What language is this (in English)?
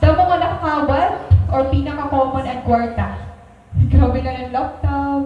Waray